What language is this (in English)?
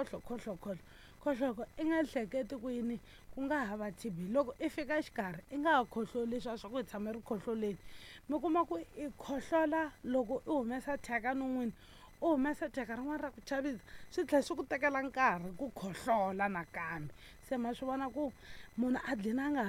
Tsonga